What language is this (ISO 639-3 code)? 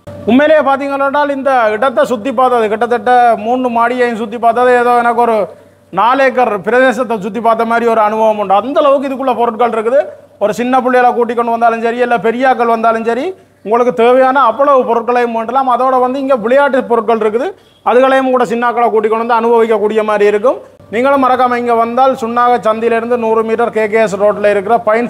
tam